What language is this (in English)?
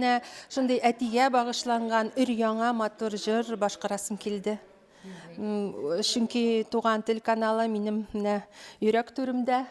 Tatar